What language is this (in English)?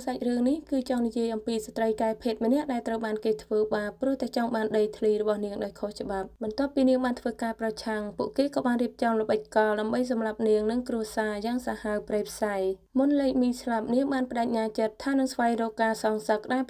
Khmer